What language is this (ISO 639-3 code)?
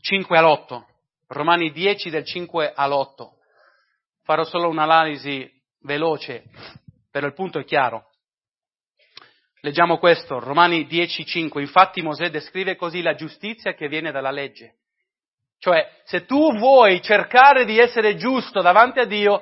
ita